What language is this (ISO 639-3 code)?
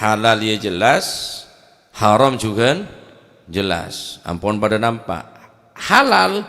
mad